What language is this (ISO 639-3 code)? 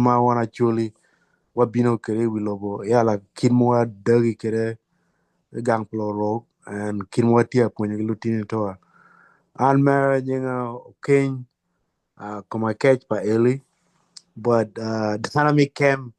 ach